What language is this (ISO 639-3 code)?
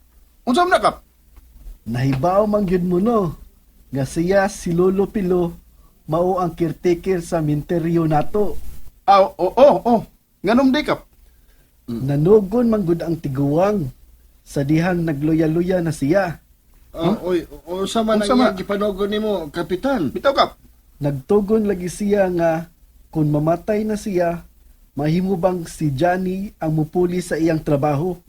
ceb